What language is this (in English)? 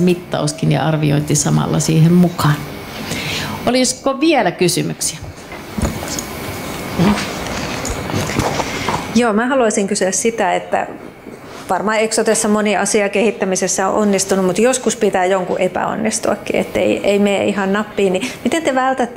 Finnish